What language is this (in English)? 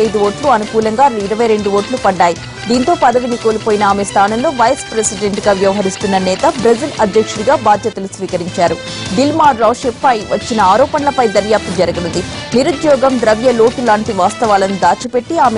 Telugu